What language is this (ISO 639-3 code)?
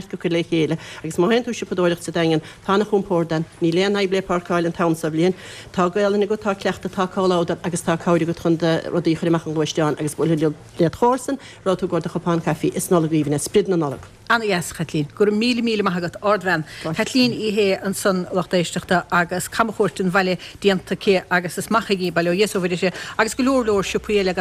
gle